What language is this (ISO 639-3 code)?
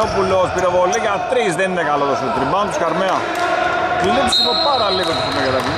ell